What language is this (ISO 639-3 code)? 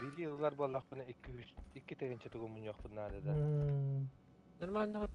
sah